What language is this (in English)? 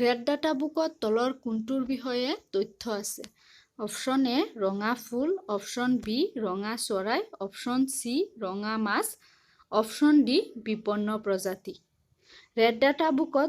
Assamese